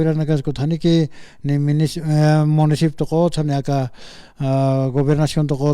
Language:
Aymara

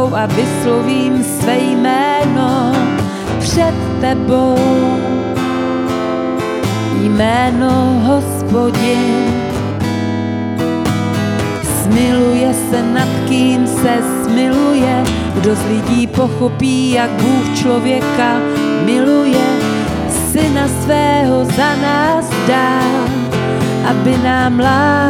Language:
Czech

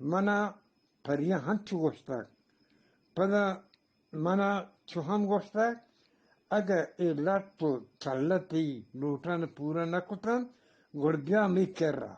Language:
Eastern Balochi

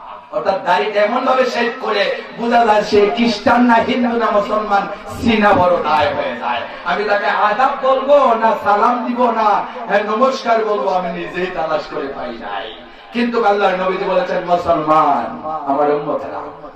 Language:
Bangla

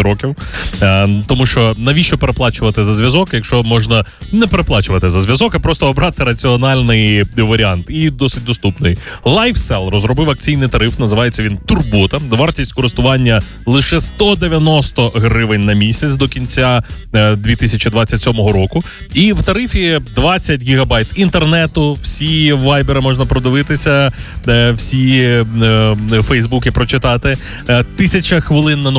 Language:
Ukrainian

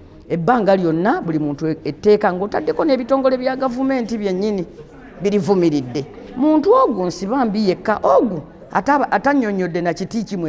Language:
Ganda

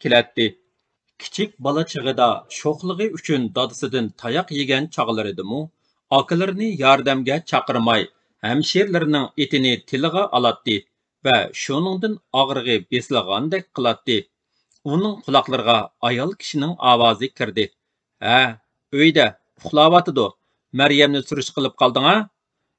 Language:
Uyghur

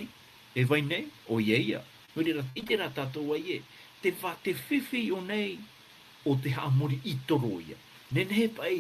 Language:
Tahitian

